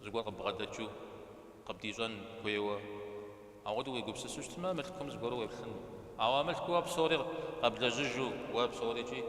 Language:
Kabardian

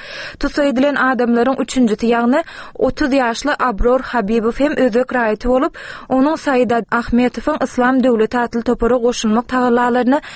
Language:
Turkmen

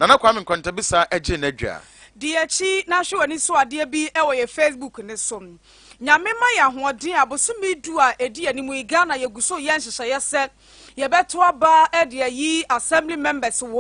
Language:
Akan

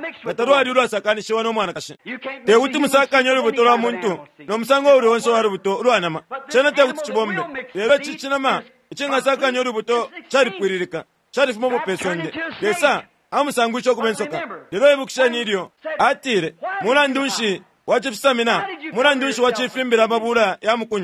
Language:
Bemba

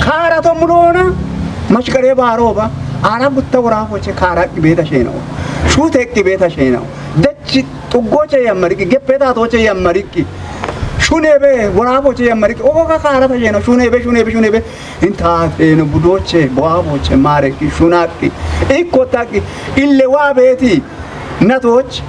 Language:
Kafa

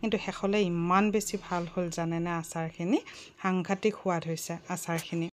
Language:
Assamese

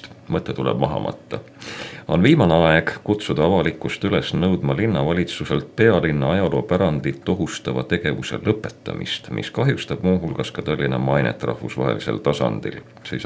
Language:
Estonian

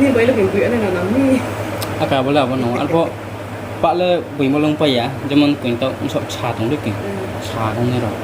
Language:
Riang (India)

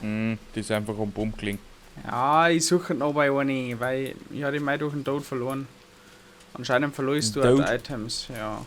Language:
Bavarian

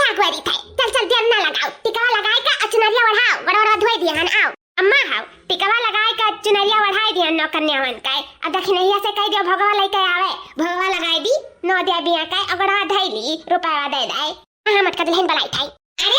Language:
Awadhi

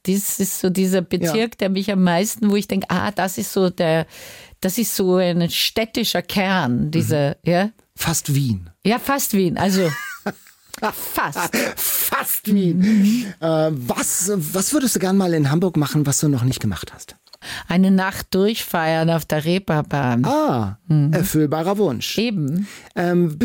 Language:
German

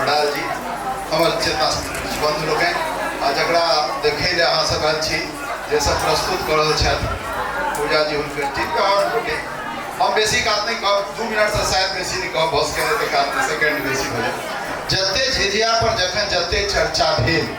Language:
Maithili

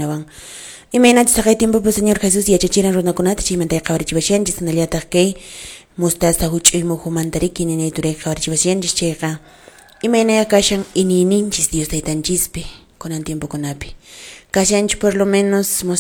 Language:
Quechua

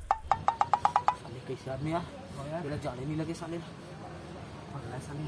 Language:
Chhattisgarhi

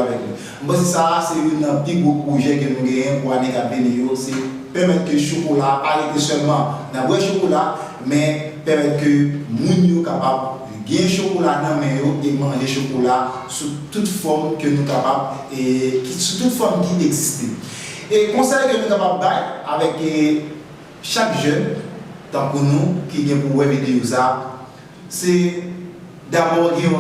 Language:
Haitian Creole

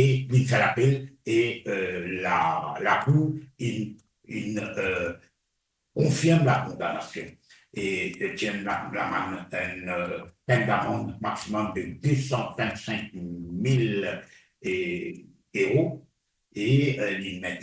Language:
Morisyen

